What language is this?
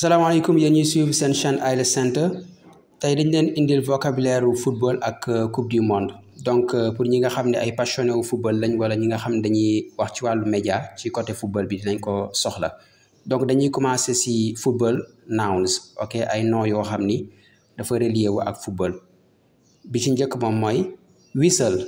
Wolof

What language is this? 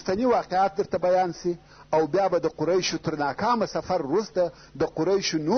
Pashto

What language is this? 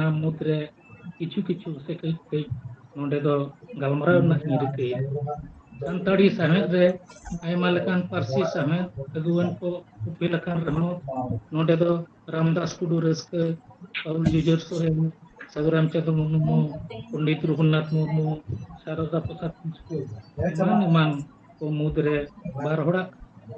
Santali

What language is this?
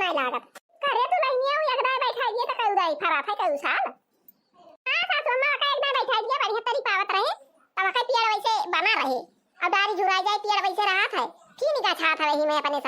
Awadhi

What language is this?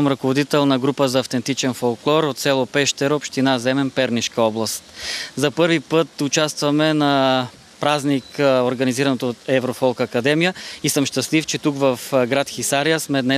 Bulgarian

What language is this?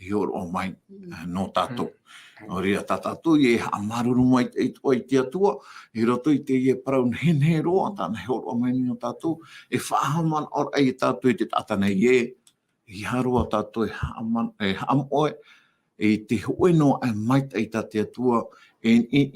Tahitian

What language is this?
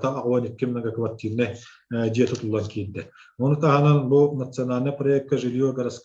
Yakut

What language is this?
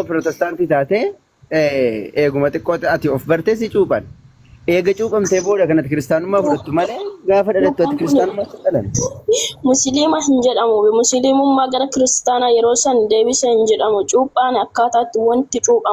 Oromo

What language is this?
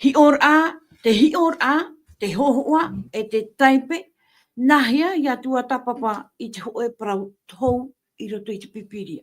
Tahitian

